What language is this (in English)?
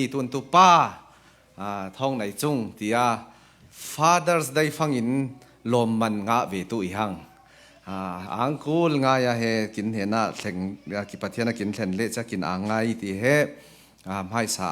Falam Chin